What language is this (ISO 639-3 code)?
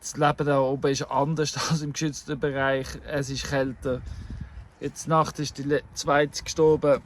gsw